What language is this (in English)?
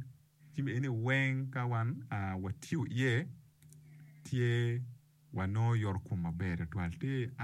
Acoli